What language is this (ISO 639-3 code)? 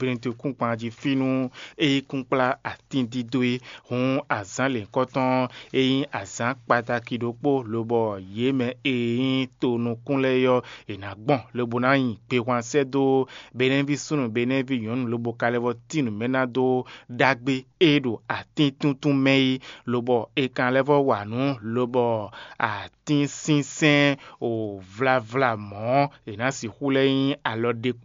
fon